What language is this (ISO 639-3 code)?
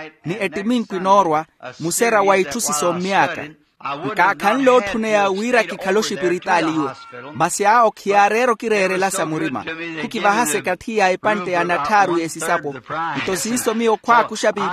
vmw